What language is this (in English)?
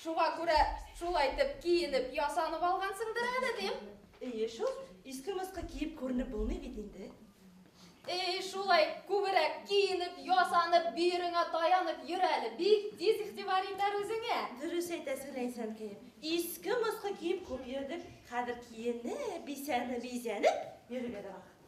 Bashkir